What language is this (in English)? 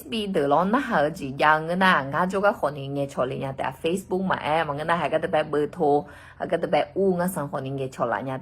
Akha